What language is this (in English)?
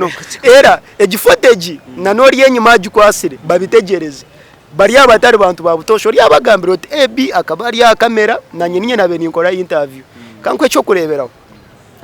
Nyankole